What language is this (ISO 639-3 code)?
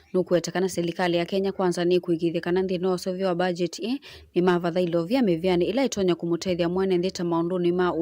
kam